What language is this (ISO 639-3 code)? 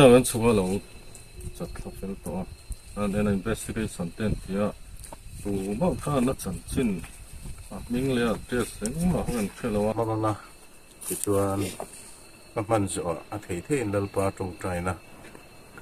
hmr